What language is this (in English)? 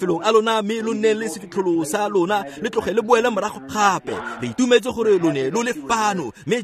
Tswana